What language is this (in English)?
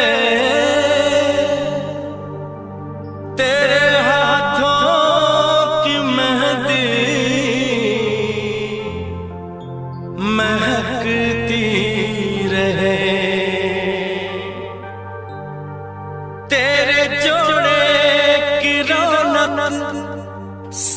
Hindi